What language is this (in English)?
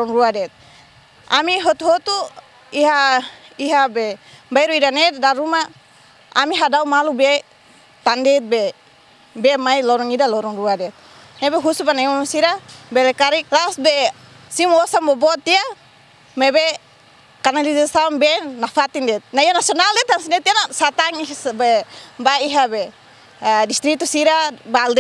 Tetum